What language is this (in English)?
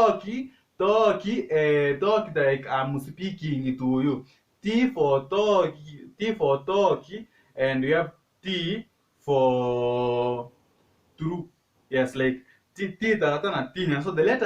Gusii